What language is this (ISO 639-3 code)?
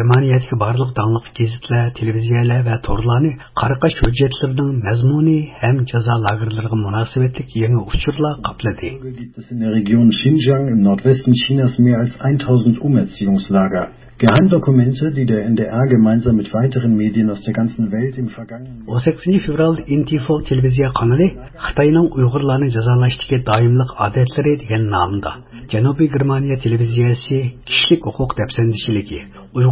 uig